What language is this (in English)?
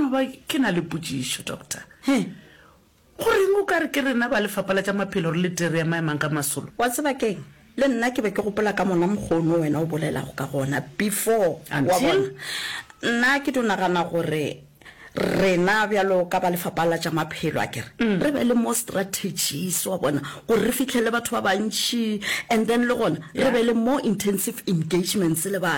Northern Sotho